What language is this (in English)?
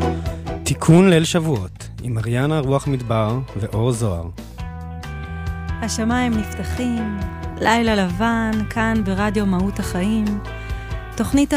Hebrew